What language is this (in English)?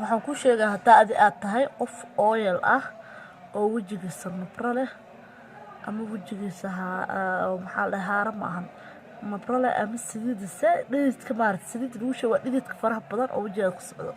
Somali